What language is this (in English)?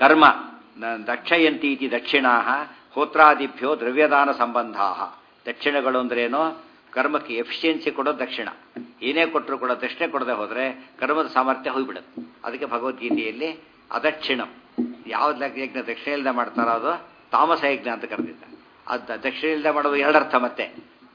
Kannada